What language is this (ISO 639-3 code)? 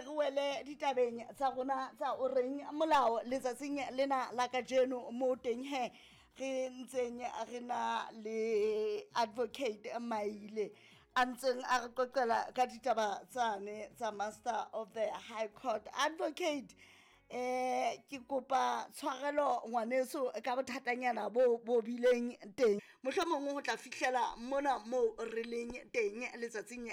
sot